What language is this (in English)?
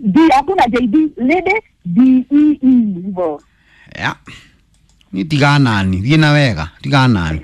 Kikuyu